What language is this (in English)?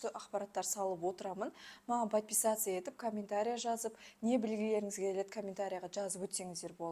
Kazakh